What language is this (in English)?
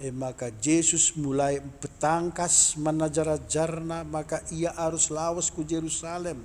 Batak Karo